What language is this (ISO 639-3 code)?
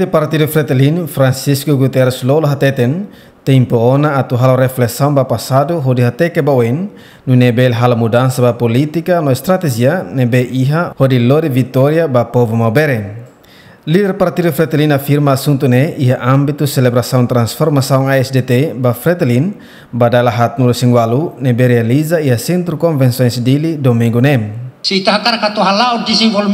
tet